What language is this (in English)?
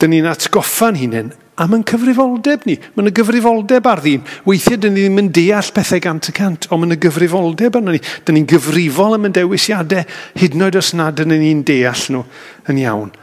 Welsh